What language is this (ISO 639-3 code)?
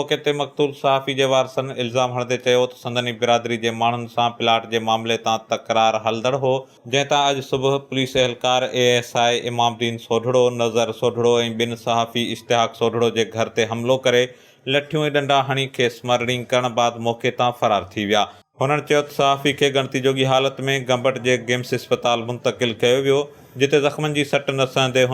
snd